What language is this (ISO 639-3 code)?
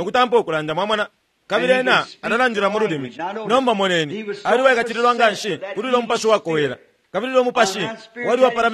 bem